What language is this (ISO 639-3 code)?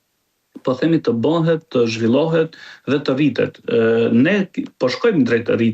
sqi